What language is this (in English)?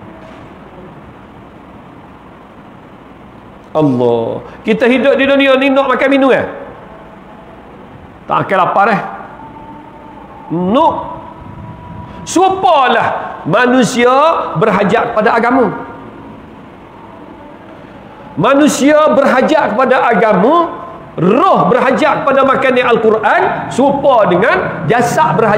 Malay